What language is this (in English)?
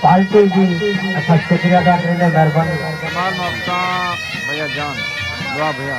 Saraiki